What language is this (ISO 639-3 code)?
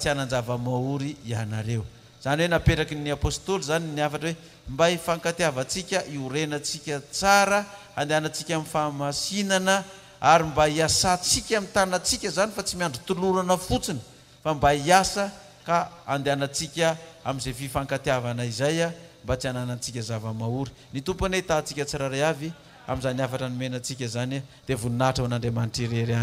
mlg